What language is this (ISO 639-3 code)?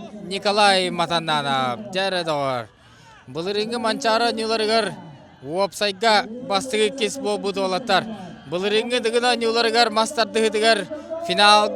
sah